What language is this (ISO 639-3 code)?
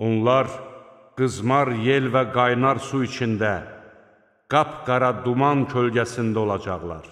aze